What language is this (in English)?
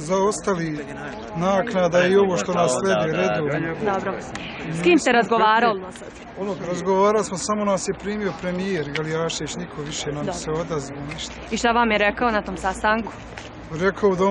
Bosnian